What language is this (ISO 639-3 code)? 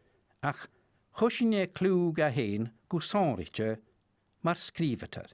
gla